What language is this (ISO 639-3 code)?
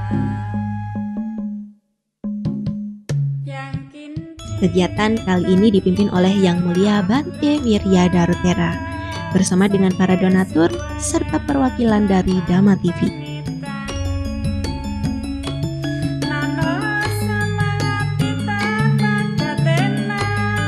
ind